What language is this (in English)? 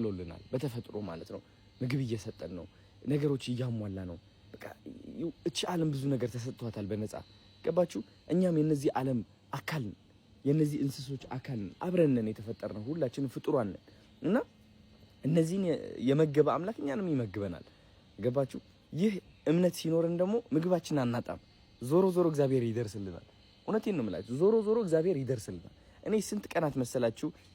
Amharic